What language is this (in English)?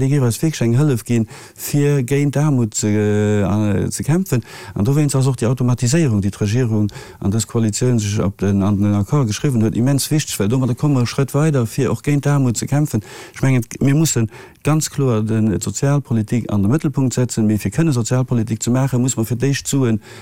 Luxembourgish